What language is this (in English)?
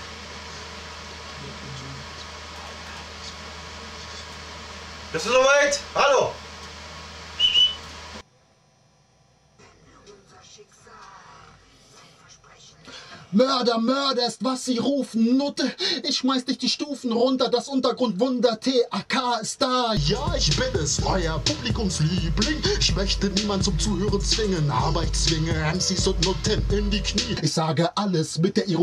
German